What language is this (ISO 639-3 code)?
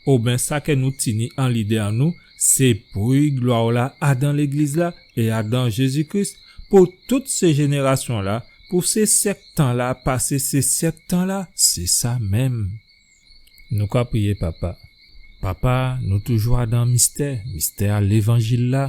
gcf